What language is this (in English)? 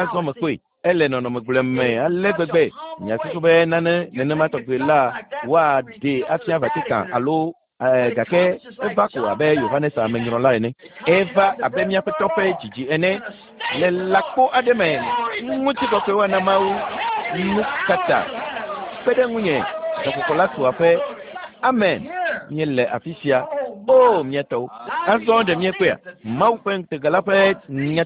Ewe